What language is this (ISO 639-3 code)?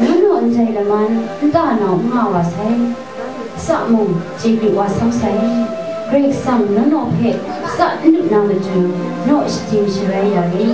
kac